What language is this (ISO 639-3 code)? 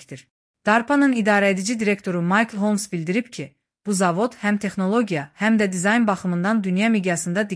aze